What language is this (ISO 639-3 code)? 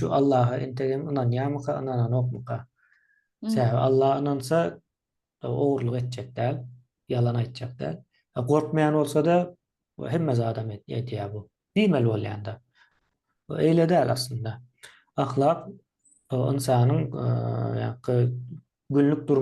tuk